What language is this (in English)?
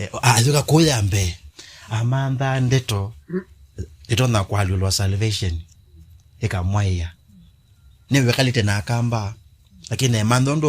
Kamba